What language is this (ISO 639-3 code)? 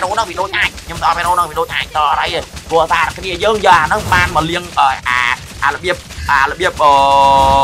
vie